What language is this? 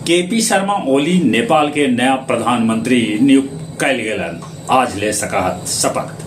Magahi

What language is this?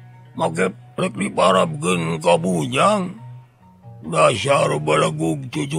Sundanese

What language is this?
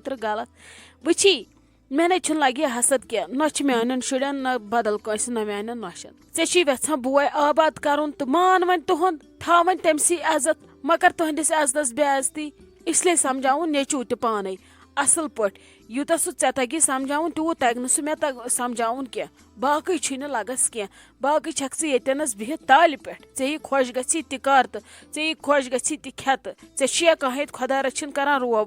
Kashmiri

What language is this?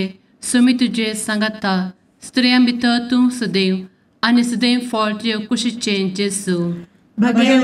Konkani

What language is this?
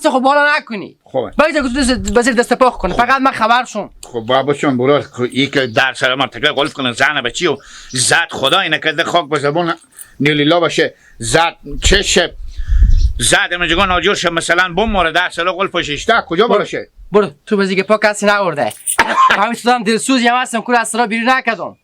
Hazaragi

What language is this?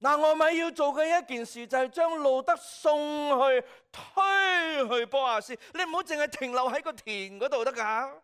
Cantonese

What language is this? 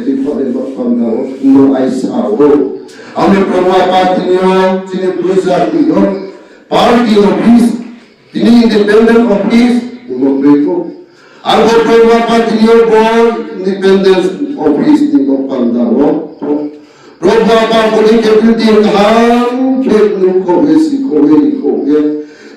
Riang (India)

